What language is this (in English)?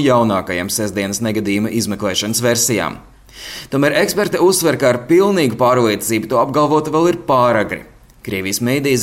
Latvian